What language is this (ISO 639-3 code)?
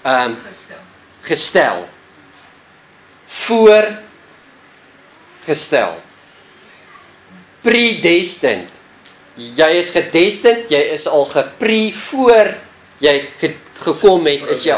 afr